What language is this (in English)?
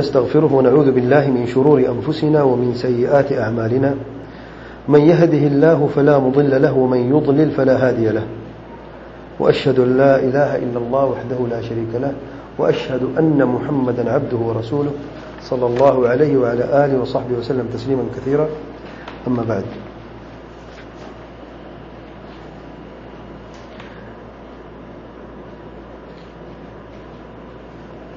Urdu